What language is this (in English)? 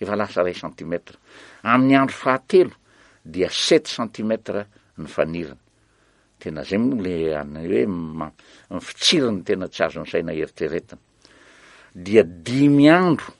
Malagasy